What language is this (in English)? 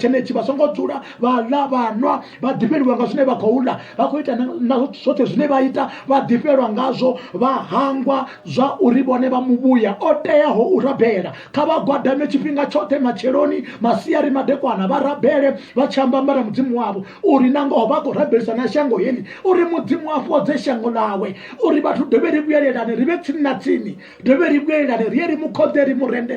Venda